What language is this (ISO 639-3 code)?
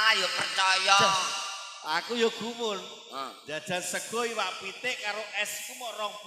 jav